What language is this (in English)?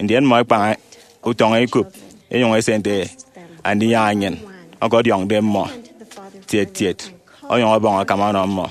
Efik